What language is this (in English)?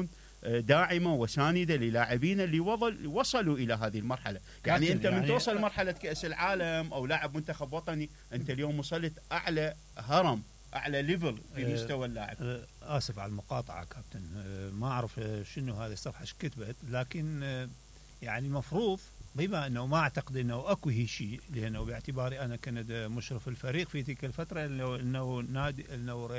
Mesopotamian Arabic